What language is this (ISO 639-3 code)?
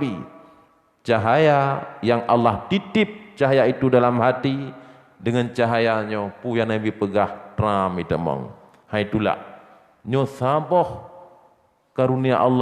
ace